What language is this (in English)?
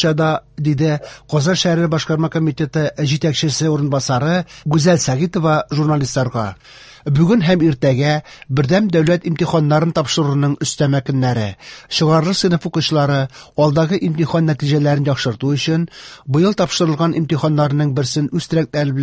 Tatar